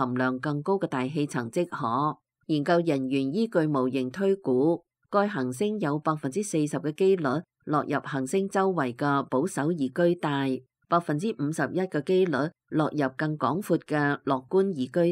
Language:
Cantonese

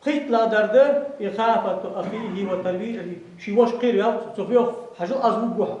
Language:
Ingush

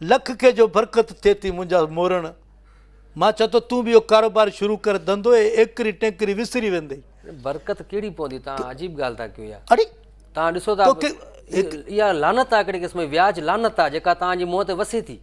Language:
Sindhi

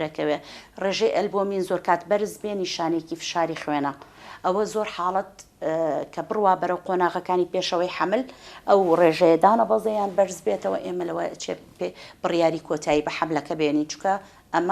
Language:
Central Kurdish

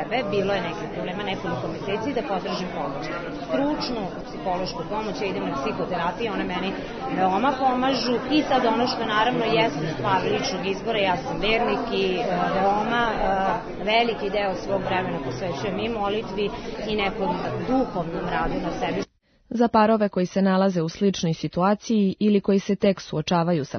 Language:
Serbian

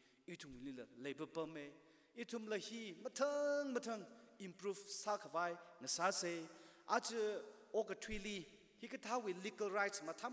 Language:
Tangkhul Naga (India)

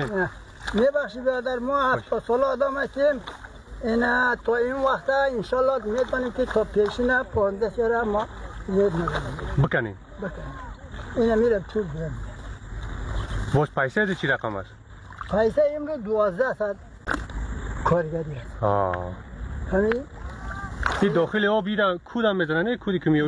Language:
Persian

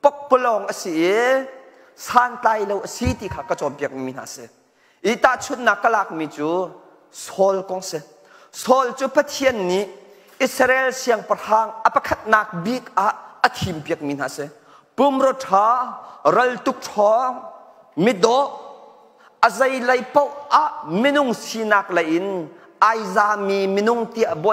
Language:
Hakha Chin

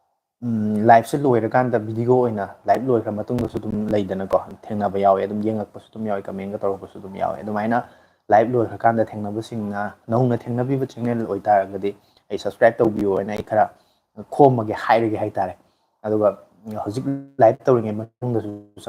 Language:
Manipuri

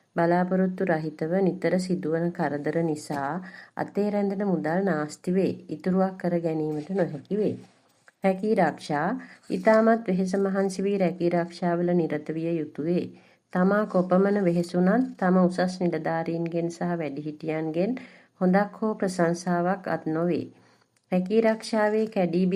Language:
Sinhala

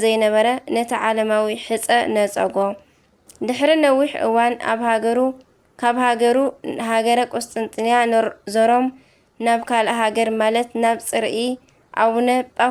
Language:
Tigrinya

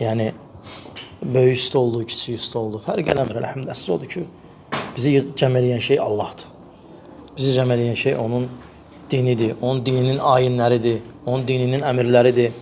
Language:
Azerbaijani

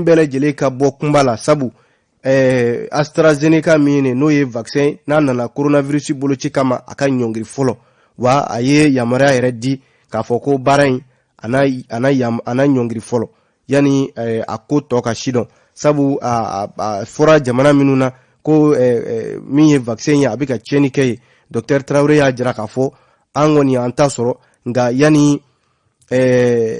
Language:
Bambara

